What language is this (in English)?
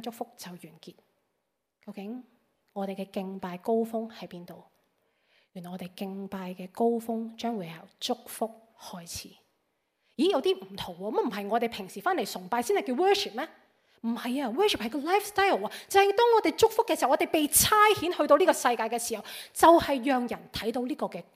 Cantonese